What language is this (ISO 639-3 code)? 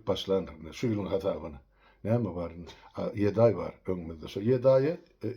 tuk